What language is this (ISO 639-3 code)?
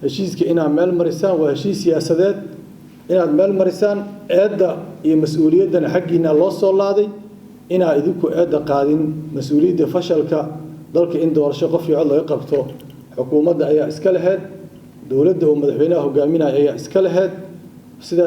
som